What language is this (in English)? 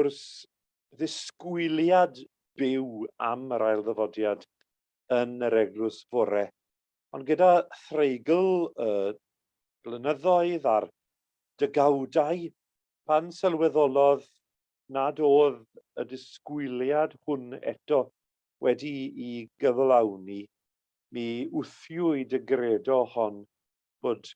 Welsh